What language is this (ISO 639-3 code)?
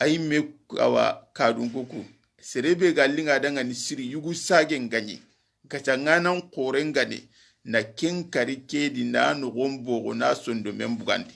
snk